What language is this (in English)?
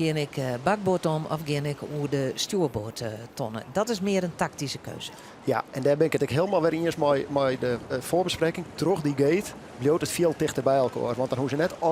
Western Frisian